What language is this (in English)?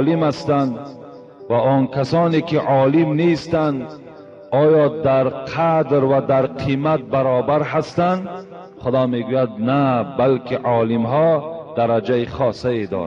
Tajik